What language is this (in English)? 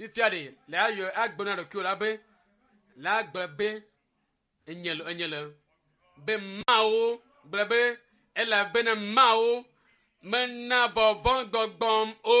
Ewe